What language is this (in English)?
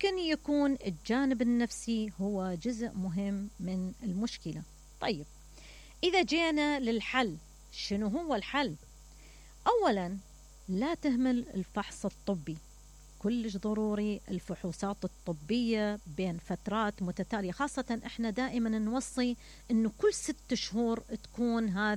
Mesopotamian Arabic